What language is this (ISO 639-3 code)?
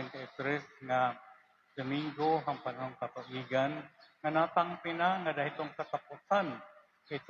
war